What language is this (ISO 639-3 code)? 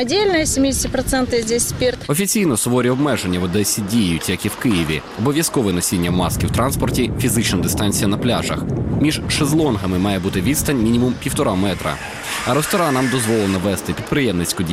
ukr